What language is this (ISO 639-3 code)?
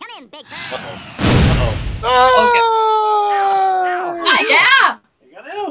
fao